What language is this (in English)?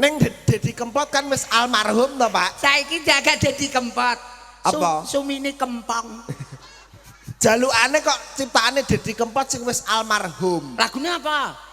Javanese